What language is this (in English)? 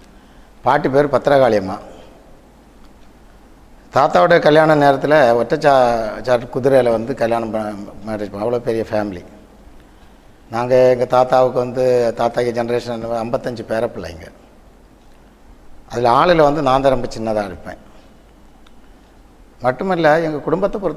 Tamil